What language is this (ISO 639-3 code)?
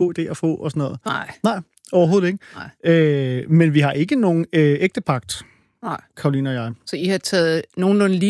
dan